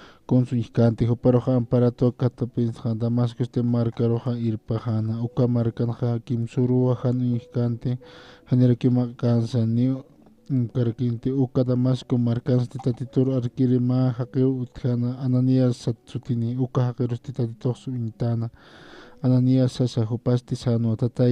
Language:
Aymara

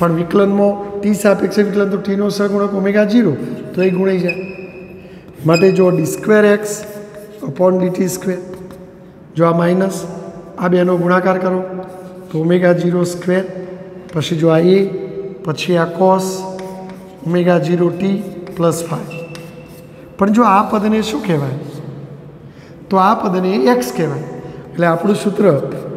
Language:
Gujarati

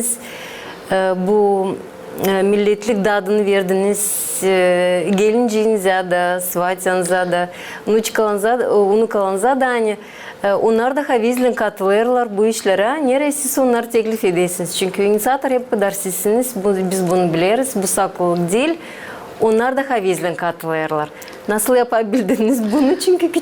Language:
Gagauz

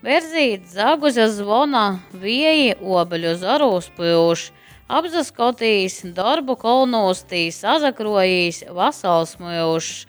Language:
Latgalian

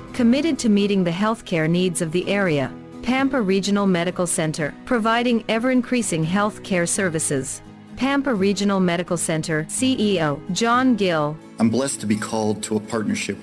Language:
English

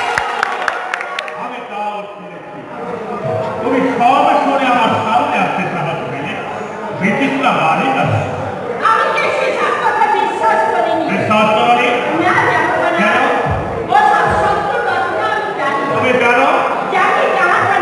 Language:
Bangla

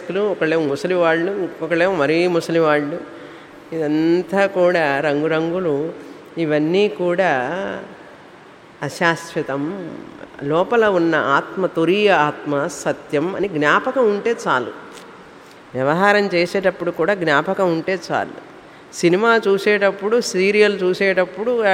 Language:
Telugu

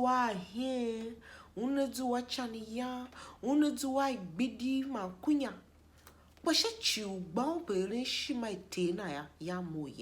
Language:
Tiv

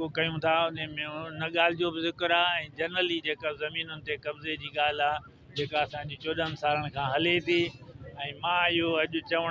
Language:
Sindhi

